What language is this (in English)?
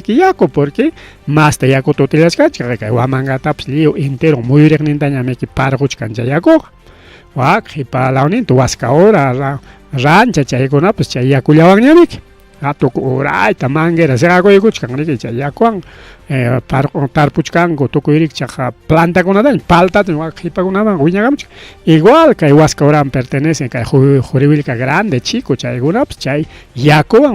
Ayacucho Quechua